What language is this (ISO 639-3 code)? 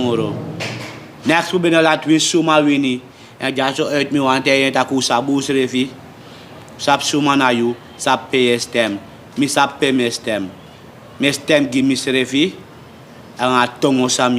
srn